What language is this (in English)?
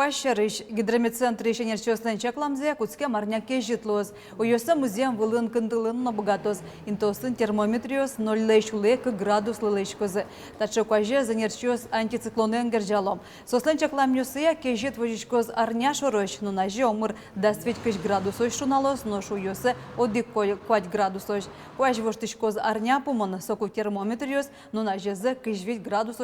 Udmurt